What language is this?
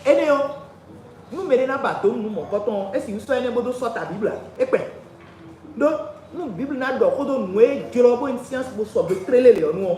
Fon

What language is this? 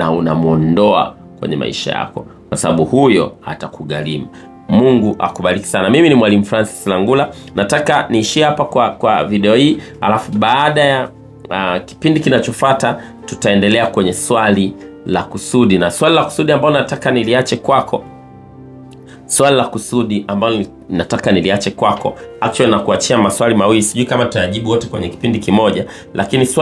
Swahili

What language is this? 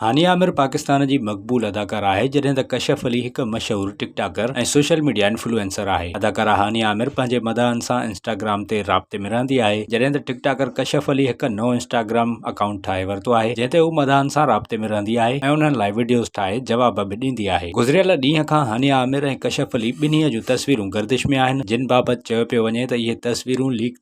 Sindhi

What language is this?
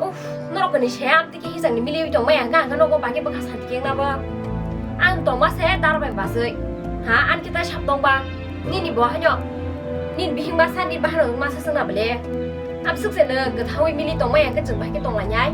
Kok Borok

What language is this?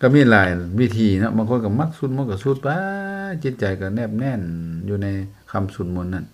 Lao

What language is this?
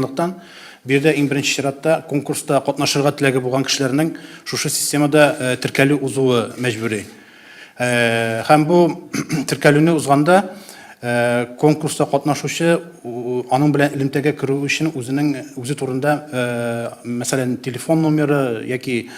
Tatar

